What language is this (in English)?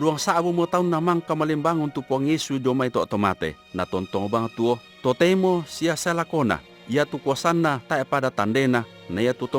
Toraja-Sa'dan